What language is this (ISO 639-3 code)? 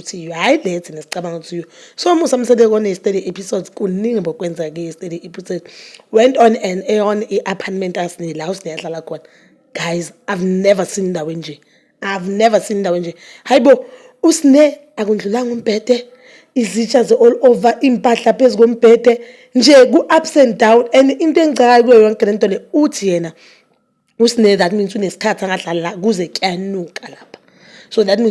zul